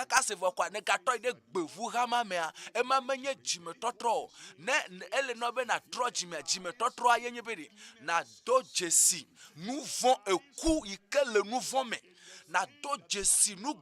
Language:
Ewe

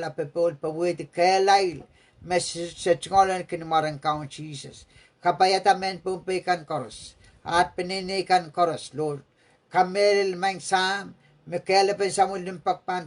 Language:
Pohnpeian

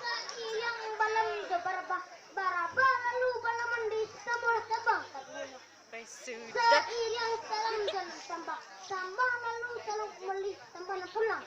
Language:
Minangkabau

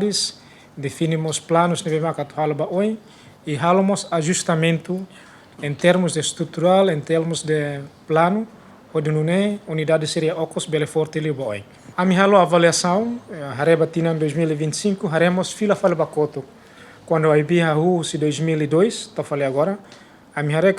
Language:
Tetum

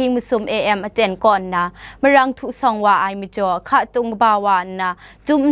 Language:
Kachin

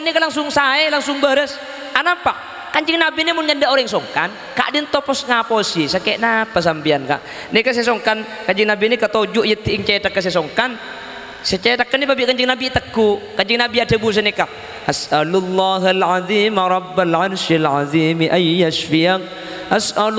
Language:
Madurese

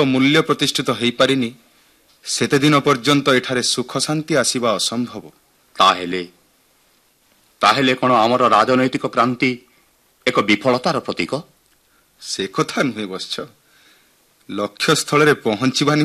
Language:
Odia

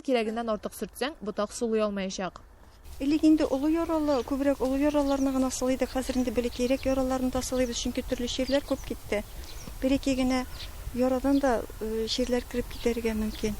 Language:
Tatar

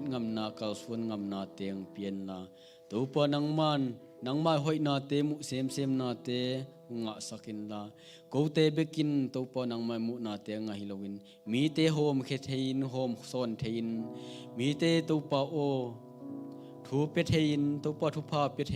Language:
Tedim Chin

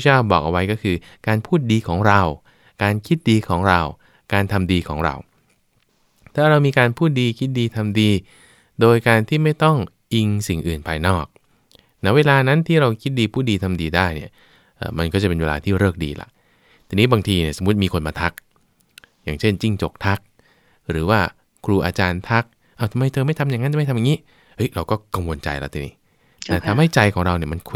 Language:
Thai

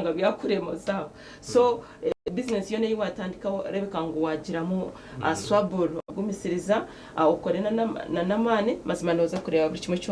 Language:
Nyankole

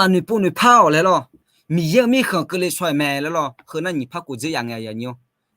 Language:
Akha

